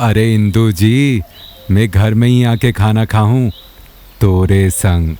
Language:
Chhattisgarhi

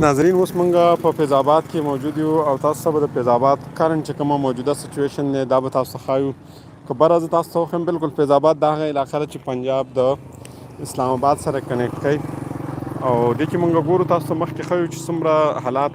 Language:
Pashto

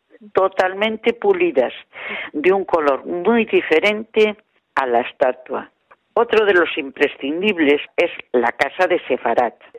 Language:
Spanish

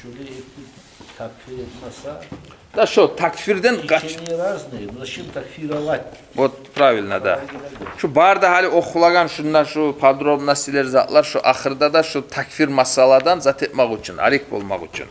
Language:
Kumyk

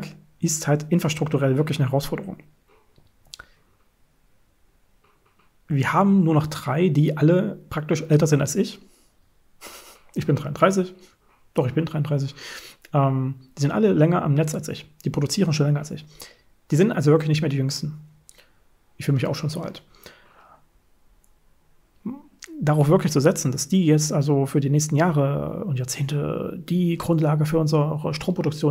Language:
German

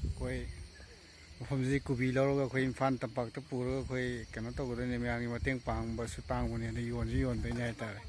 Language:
Manipuri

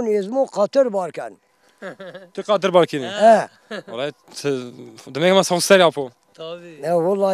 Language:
Zaza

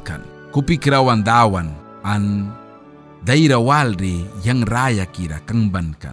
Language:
Mískito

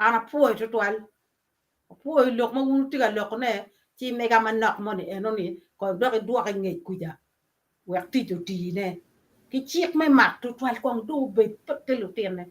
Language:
Acoli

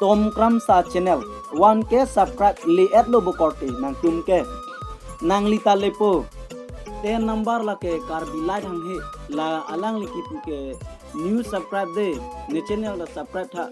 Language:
Karbi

